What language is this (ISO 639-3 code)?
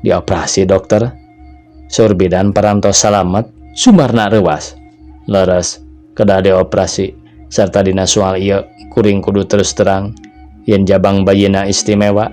sun